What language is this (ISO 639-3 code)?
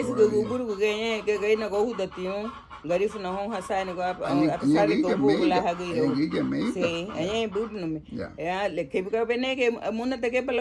cab